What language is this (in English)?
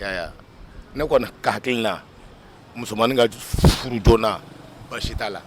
Bambara